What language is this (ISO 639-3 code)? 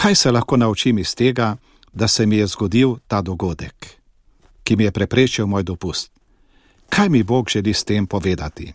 slv